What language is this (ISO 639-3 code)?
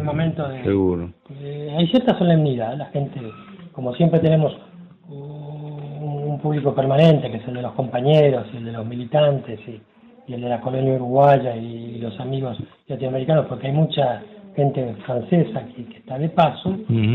spa